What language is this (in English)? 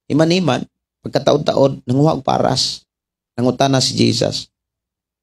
Cebuano